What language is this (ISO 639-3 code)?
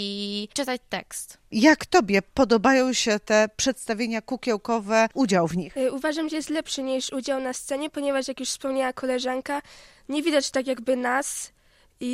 pol